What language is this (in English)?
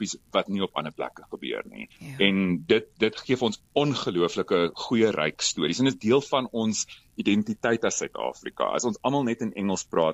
Afrikaans